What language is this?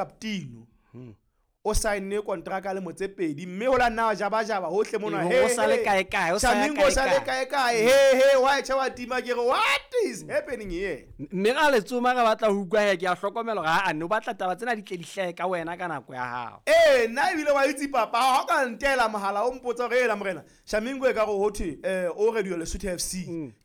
Southern Sotho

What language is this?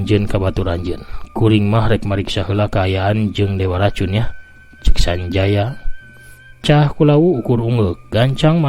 Sundanese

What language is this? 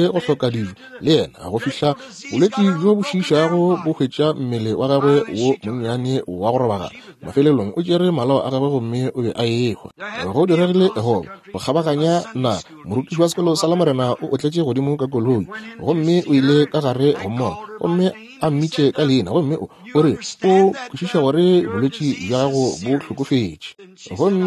Northern Sotho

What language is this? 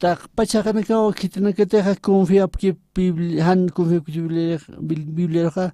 Aymara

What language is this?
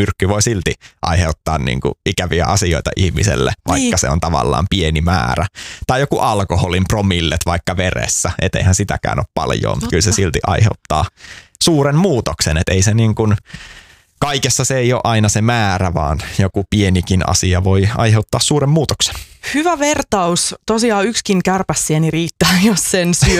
Finnish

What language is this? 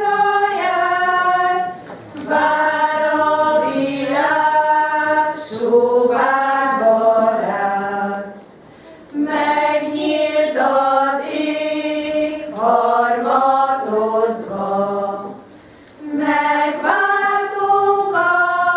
Hungarian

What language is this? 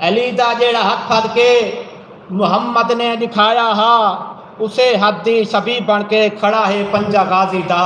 Saraiki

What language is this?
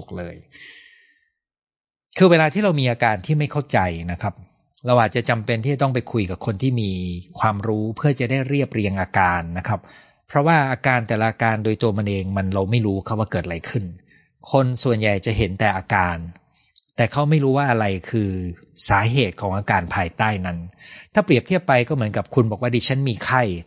Thai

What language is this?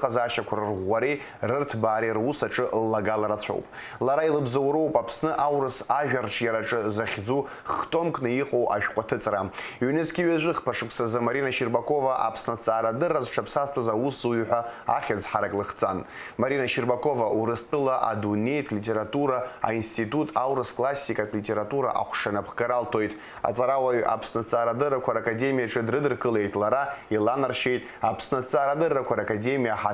Abkhazian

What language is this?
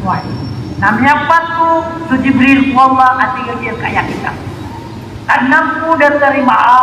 Maranao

